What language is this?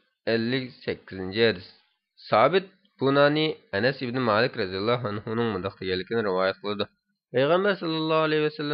Uyghur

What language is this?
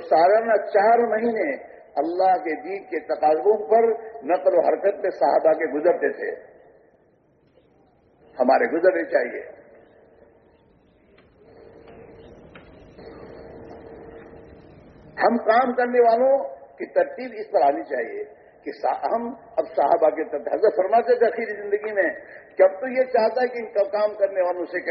Urdu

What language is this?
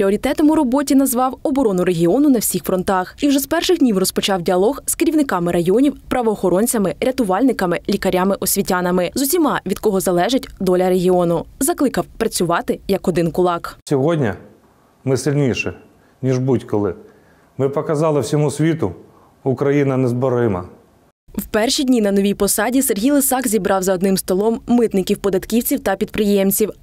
Ukrainian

